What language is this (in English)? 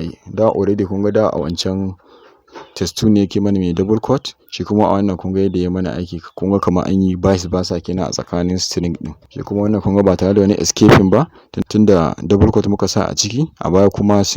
Hausa